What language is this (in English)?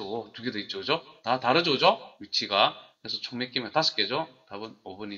Korean